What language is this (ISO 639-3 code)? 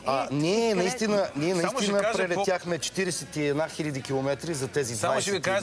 bul